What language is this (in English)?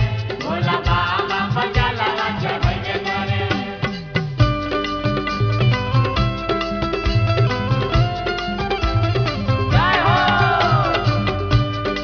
Bhojpuri